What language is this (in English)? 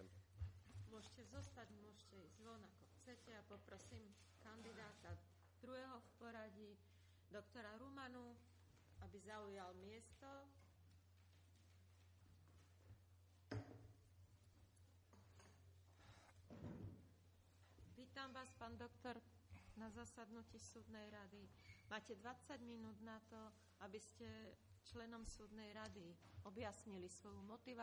Slovak